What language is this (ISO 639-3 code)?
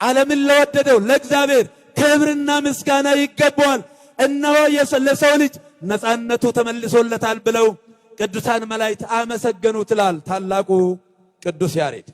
amh